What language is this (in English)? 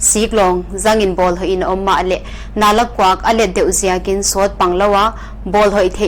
Paite Chin